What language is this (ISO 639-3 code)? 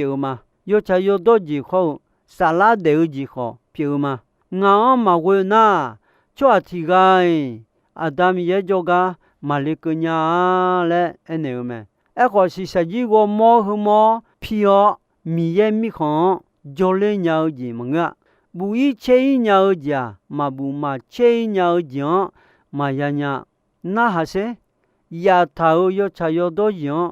ahk